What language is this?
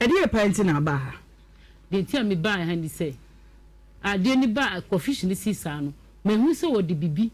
Akan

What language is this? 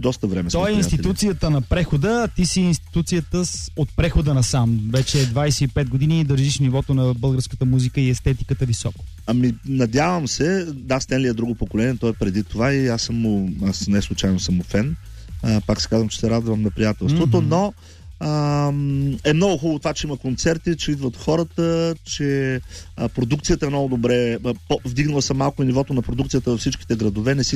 Bulgarian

